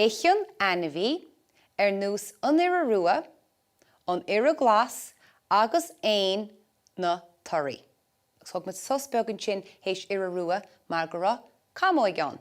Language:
Irish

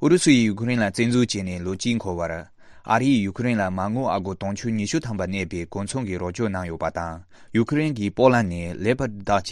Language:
Tibetan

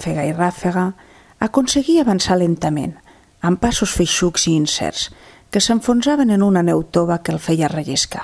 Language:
Catalan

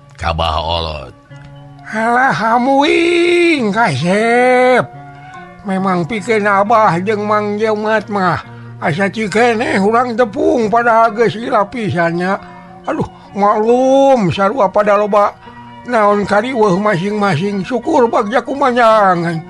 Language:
Sundanese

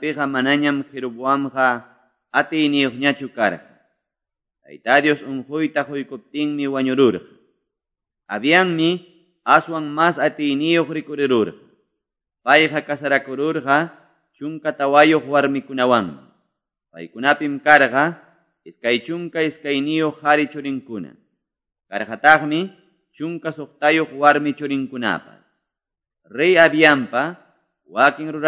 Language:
Quechua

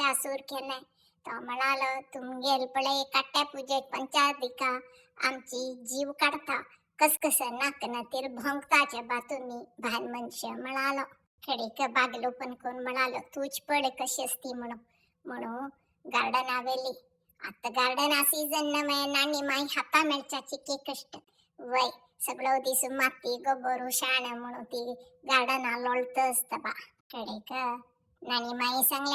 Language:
Konkani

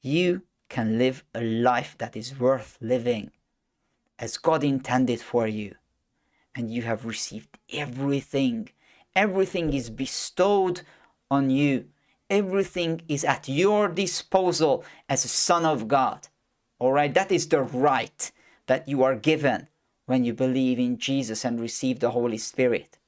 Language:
English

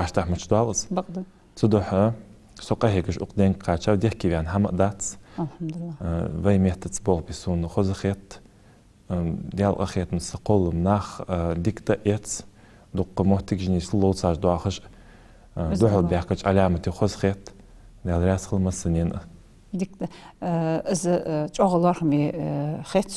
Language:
Ingush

